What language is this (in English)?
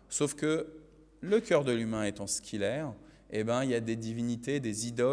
French